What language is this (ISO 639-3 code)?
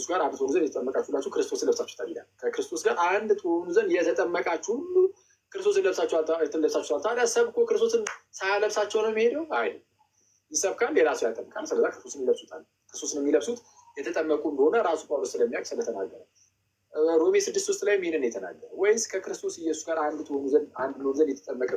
amh